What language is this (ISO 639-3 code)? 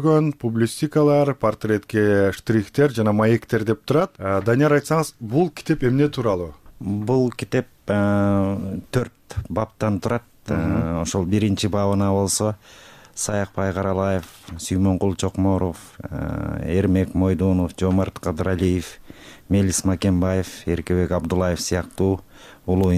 kir